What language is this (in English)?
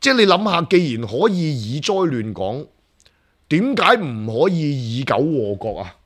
Cantonese